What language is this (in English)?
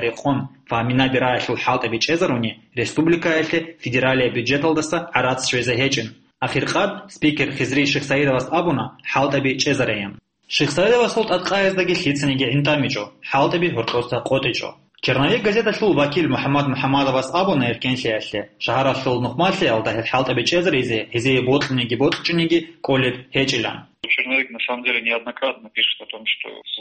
Avaric